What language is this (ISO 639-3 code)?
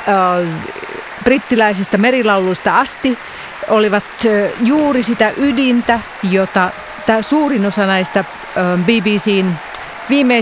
fin